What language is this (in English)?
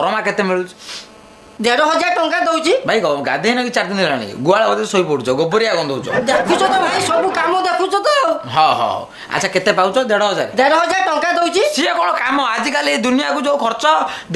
Odia